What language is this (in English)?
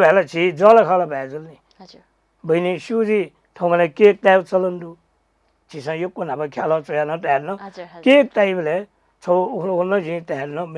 Newari